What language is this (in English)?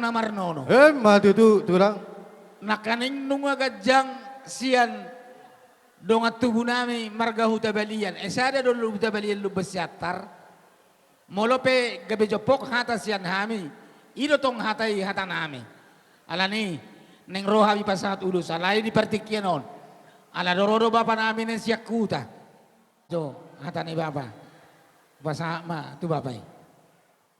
Batak Toba